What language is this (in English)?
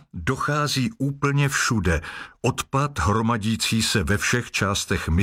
Czech